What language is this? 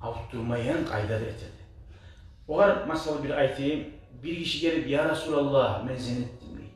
Kumyk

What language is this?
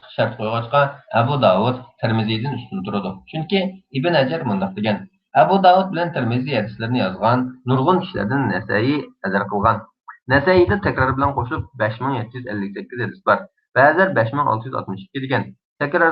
Uyghur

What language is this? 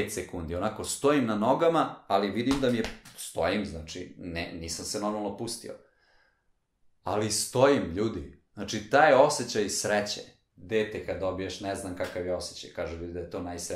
Serbian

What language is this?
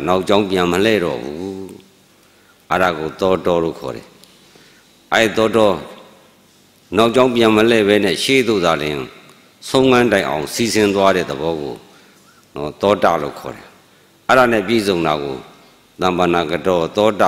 Burmese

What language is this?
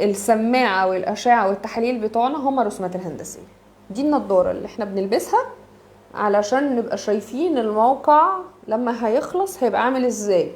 Egyptian Arabic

